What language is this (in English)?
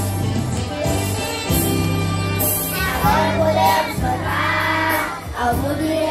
Portuguese